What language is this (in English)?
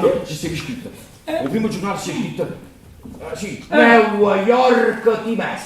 Neapolitan